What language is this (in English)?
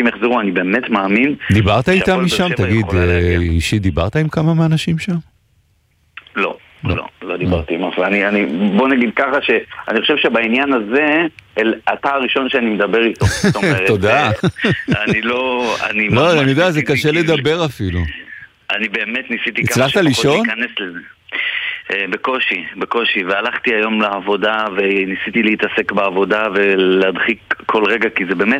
Hebrew